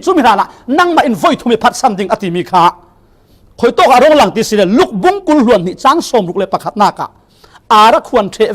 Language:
Falam Chin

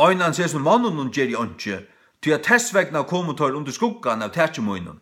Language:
Faroese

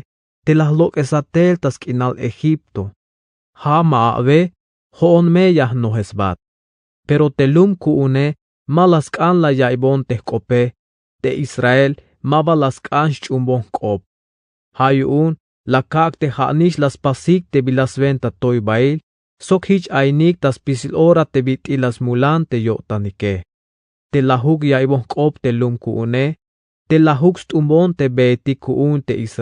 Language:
Tzeltal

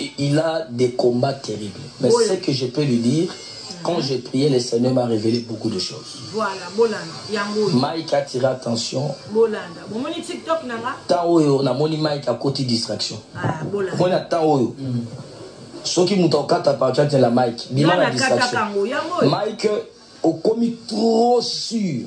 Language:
Lingala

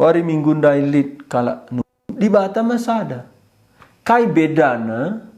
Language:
Batak Karo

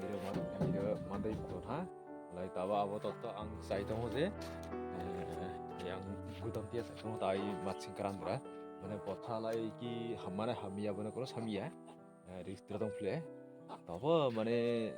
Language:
Kok Borok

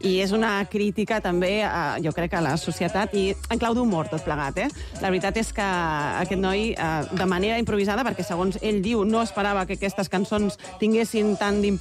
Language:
Catalan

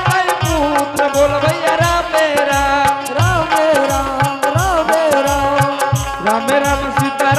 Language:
Angika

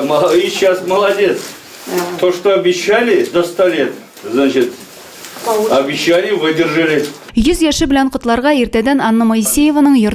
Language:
Tatar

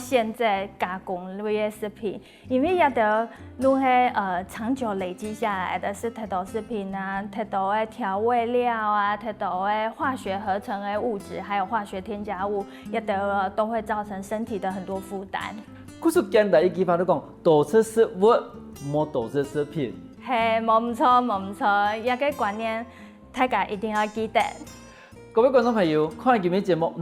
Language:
Hakka Chinese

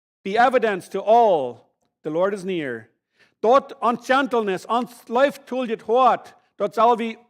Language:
Plautdietsch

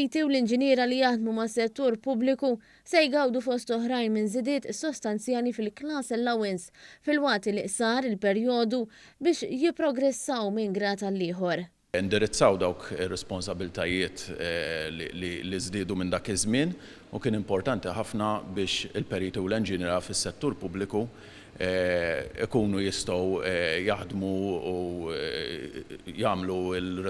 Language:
Maltese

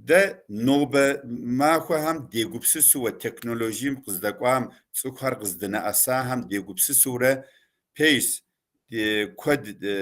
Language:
Kabardian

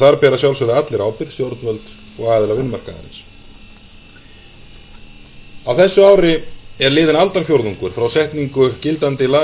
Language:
Icelandic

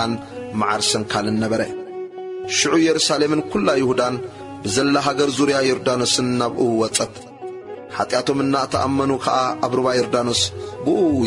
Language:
Tigrinya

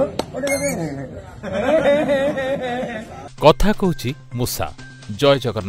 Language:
Odia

